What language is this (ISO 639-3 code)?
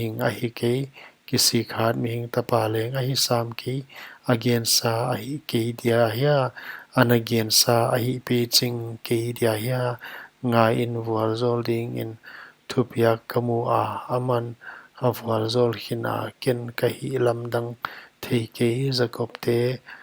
pck